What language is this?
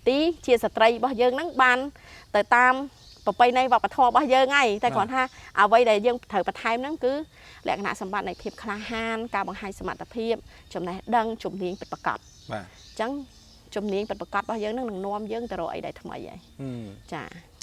Khmer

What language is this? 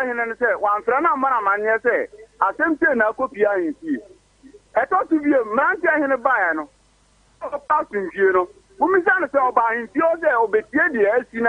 Akan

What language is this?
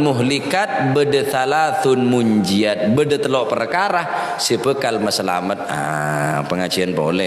Madurese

